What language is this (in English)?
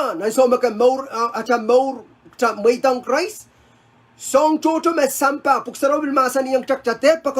Pohnpeian